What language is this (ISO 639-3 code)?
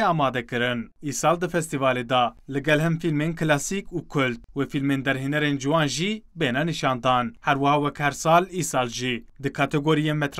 kur